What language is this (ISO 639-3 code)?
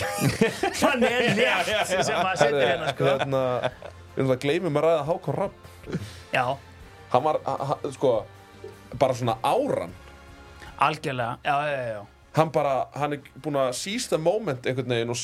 isl